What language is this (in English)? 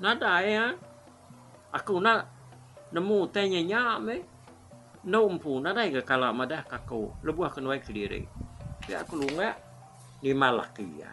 Iban